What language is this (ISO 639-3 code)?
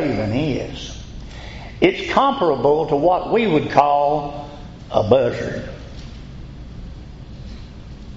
eng